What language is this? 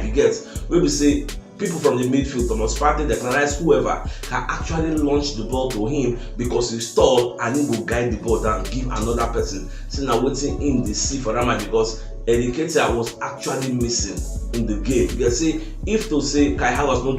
Nigerian Pidgin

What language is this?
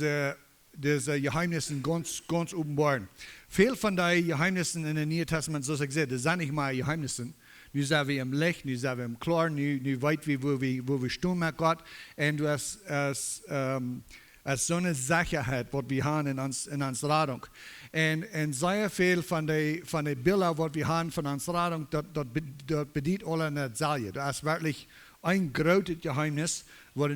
Plautdietsch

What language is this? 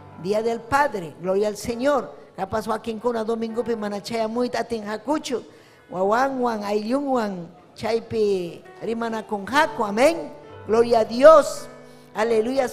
Ayacucho Quechua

